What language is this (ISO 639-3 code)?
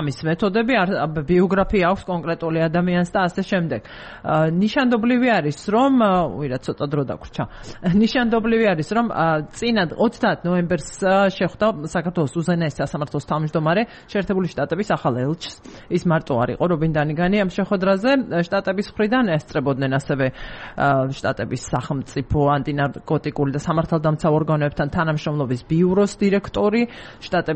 kat